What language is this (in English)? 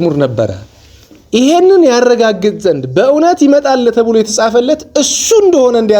Amharic